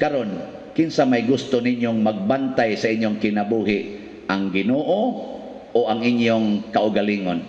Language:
Cebuano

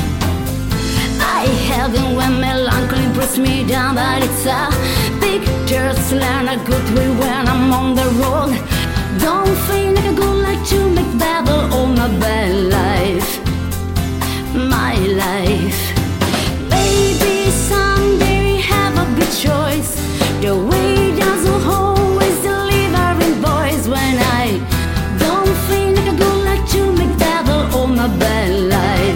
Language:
Italian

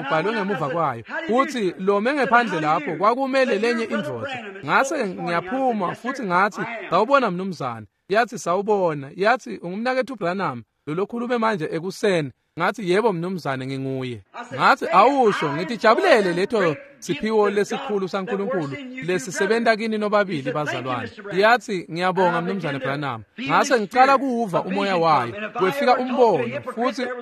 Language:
Swati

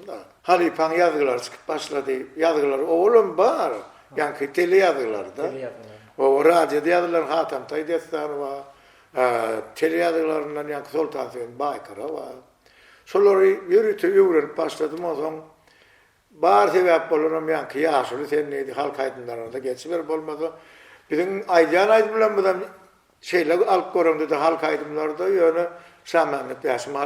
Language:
Turkmen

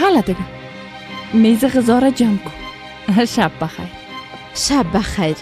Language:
Persian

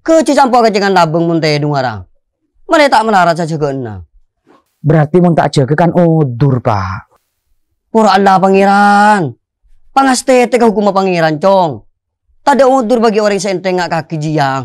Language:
Madurese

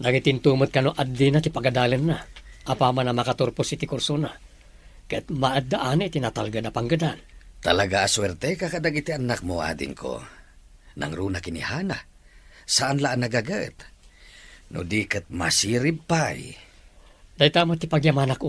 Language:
Iloko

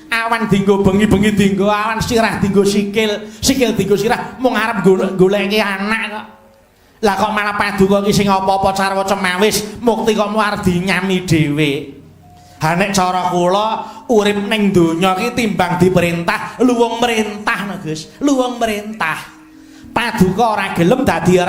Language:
Javanese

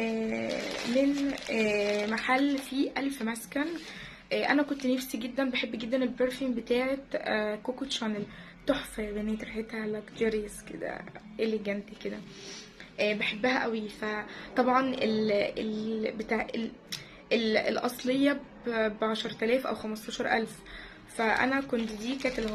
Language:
Egyptian Arabic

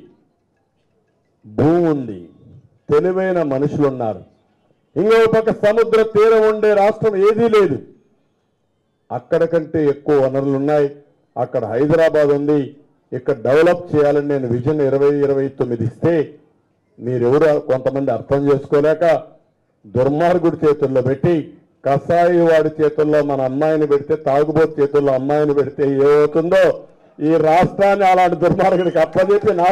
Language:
Telugu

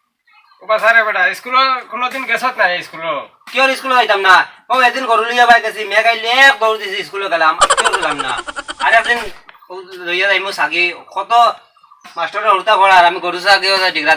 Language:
Sylheti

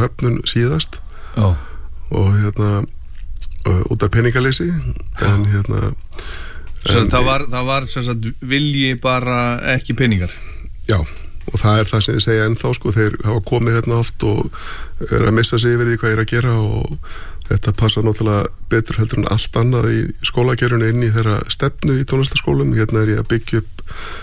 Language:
Icelandic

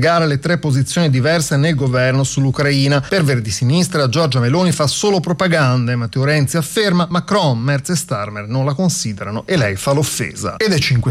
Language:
Italian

